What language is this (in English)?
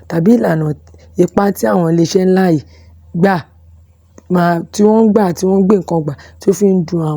Yoruba